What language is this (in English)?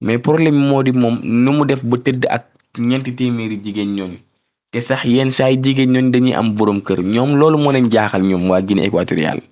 Wolof